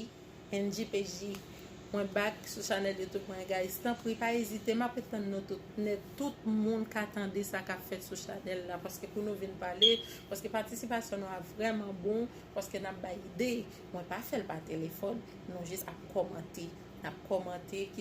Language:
Haitian Creole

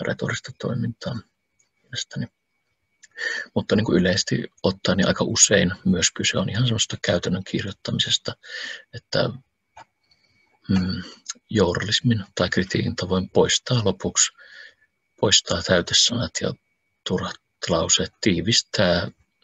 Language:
Finnish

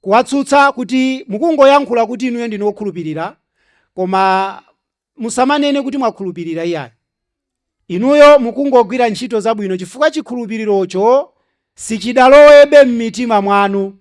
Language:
Nyanja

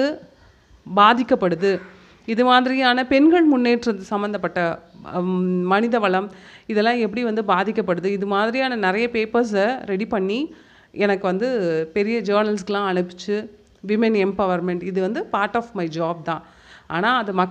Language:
Tamil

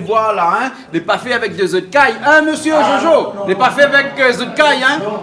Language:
Réunion Creole French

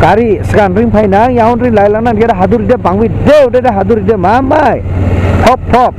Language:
Dimasa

